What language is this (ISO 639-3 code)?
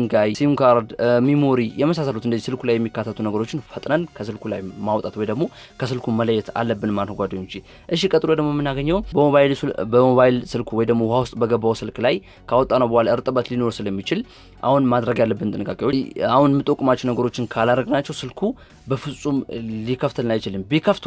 amh